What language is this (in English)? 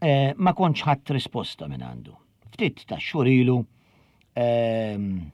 Maltese